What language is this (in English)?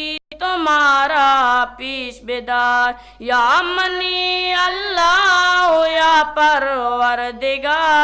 Eastern Balochi